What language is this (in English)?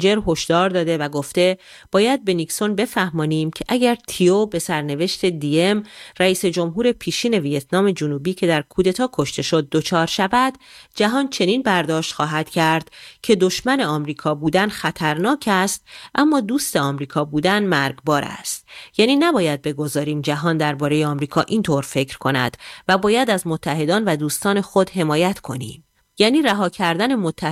Persian